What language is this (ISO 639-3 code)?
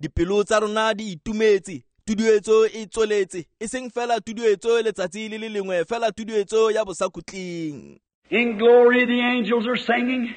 tsn